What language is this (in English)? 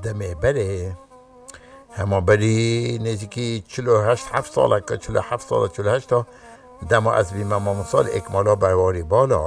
Kurdish